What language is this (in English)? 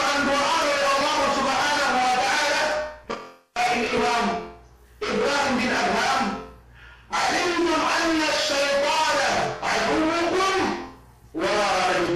Yakan